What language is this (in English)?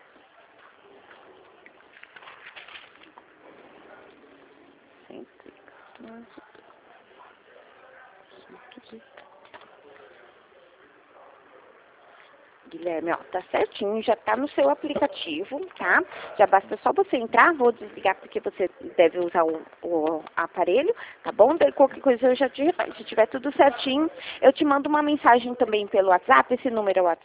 Portuguese